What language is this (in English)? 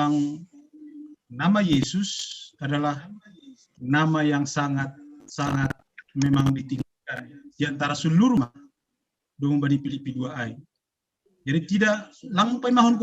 Batak Simalungun